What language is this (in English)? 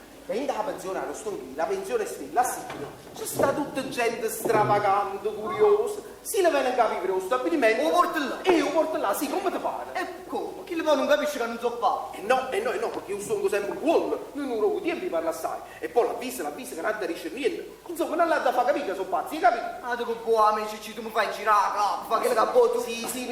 Neapolitan